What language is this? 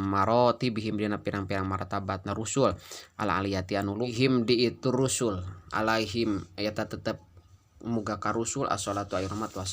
Sundanese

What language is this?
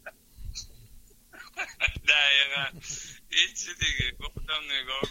Persian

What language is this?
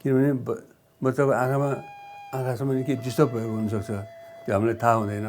Nepali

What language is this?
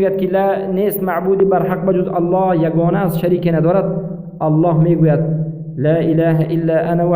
Persian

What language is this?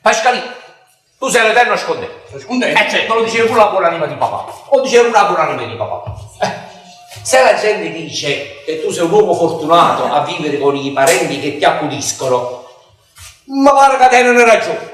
Neapolitan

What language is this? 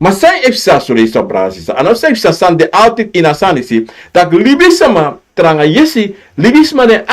Sranan Tongo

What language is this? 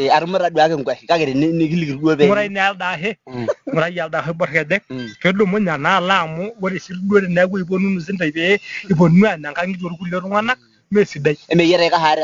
Masai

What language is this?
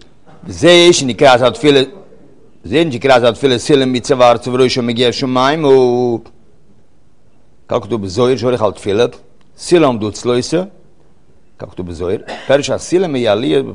Hebrew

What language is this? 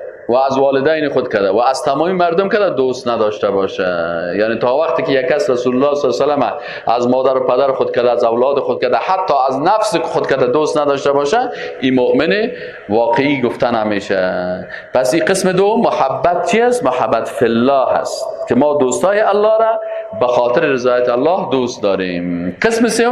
Persian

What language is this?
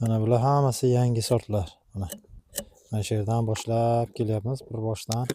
Uzbek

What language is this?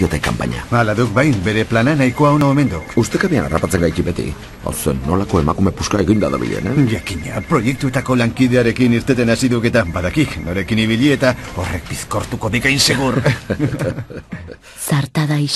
Basque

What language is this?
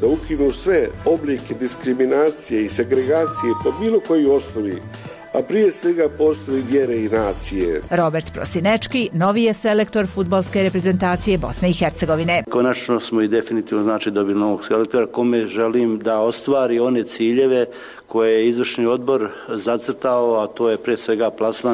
Croatian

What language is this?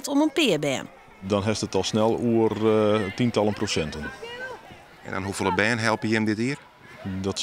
Western Frisian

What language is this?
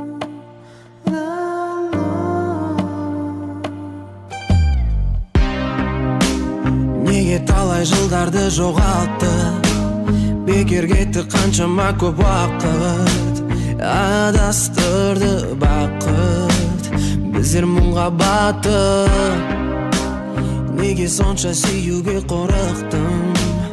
Kazakh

